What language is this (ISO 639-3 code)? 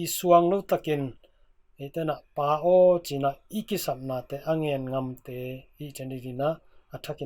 ctd